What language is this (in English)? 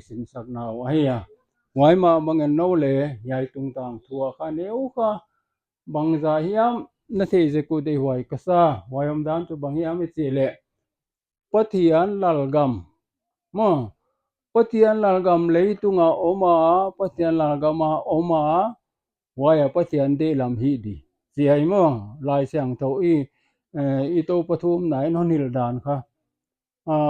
Paite Chin